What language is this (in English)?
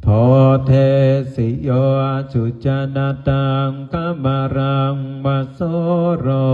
Pali